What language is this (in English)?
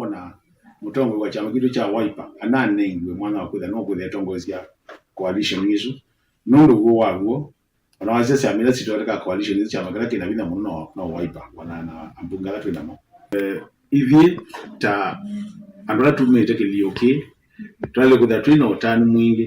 Kamba